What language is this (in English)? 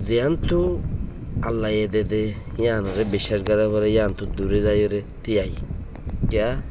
Rohingya